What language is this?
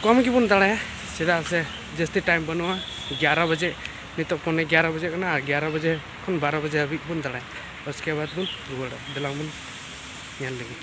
Santali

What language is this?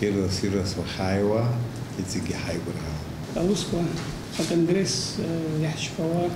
Abkhazian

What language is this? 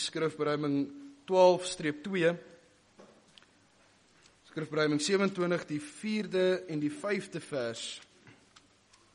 Afrikaans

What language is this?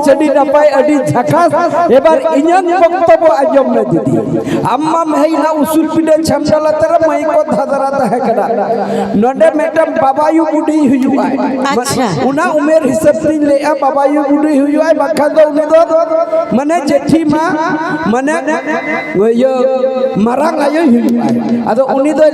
Santali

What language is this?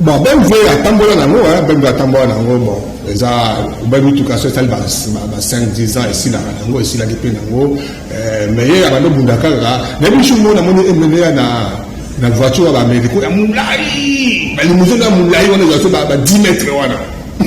Lingala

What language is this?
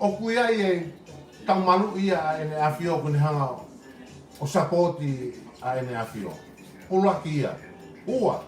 Tongan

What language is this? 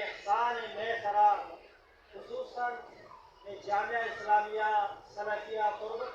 Baluchi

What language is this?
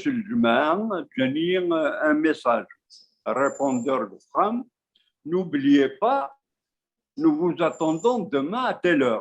Kabyle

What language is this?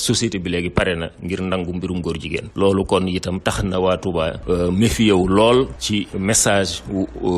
Wolof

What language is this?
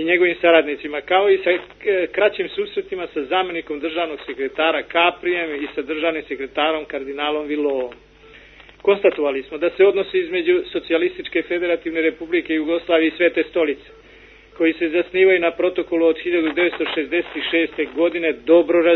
Serbian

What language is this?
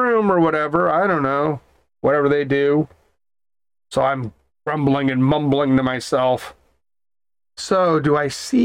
English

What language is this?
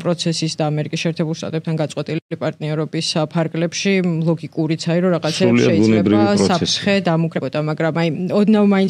Georgian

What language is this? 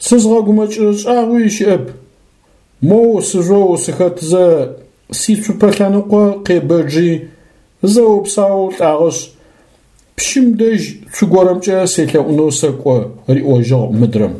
Adyghe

